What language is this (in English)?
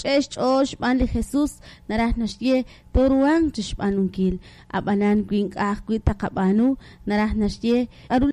Kekchí